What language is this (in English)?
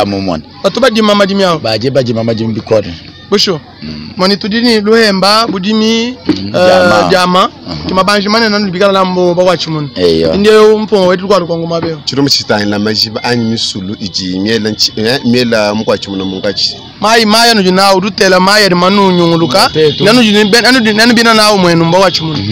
Luba-Lulua